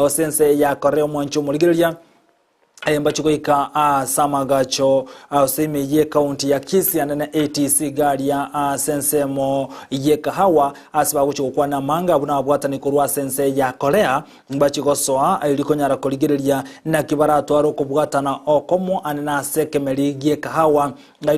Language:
Gusii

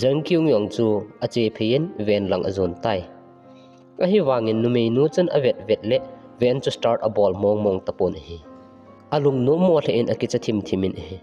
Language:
Thado Chin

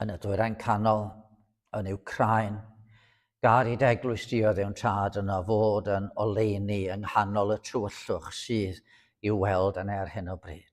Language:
Welsh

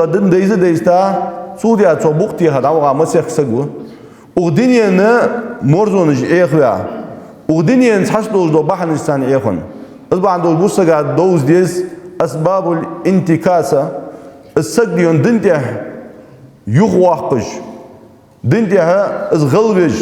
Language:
Ingush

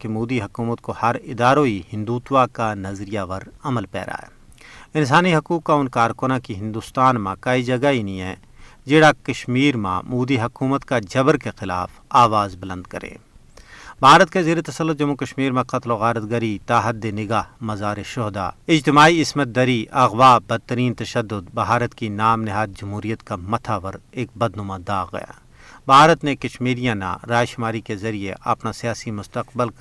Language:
Gujari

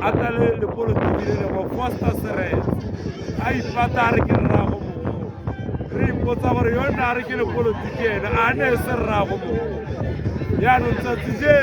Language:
Tswana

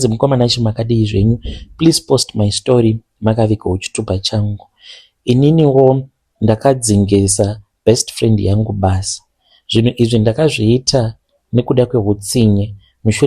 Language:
Shona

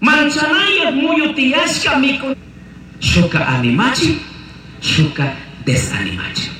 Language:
Chimborazo Highland Quichua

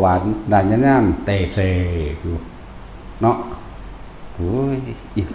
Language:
Northeastern Thai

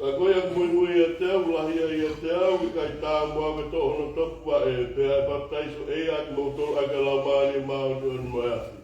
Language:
Tongan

